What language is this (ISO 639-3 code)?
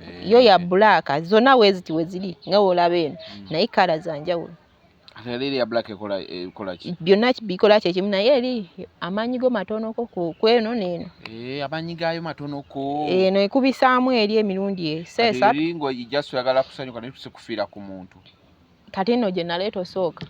lug